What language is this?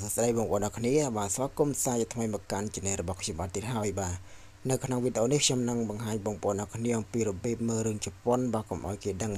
Khmer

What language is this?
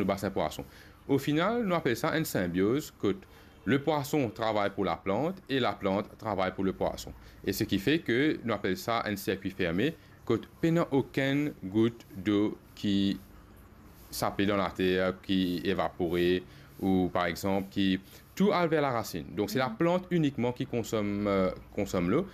Morisyen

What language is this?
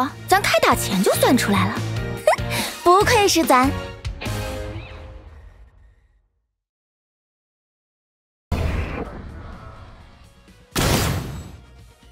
Chinese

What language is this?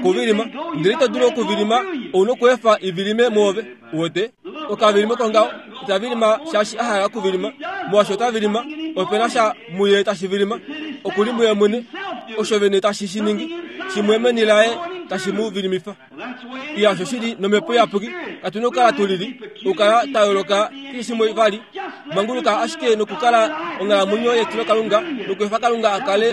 Kuanyama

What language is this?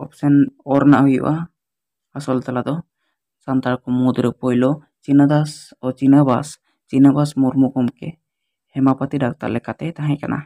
Santali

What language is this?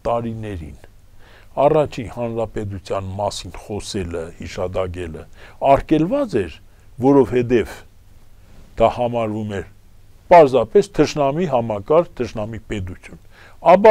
Armenian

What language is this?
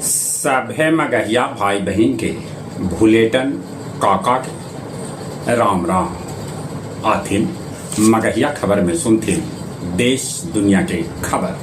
Magahi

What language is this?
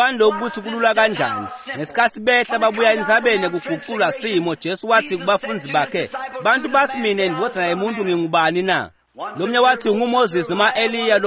Swati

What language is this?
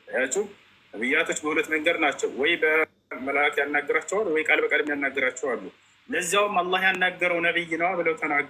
Amharic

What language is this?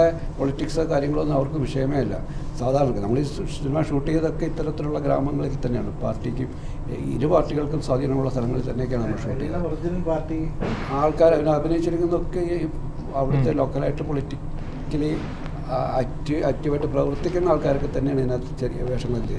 Malayalam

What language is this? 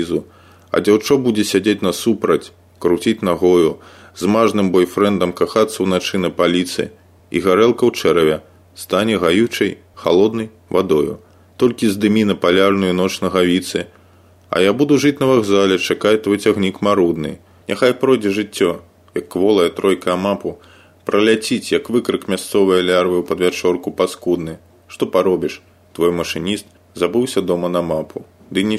Belarusian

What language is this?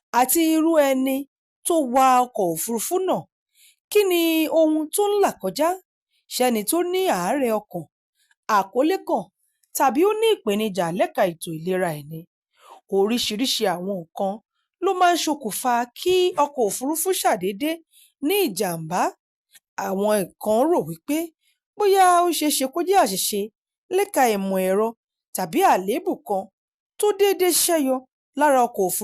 Yoruba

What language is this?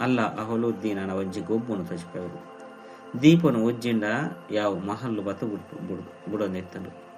Tulu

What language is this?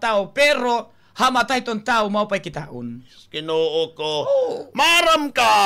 Waray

